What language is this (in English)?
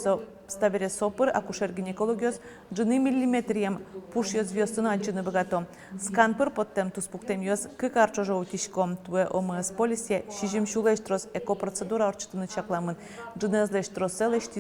Udmurt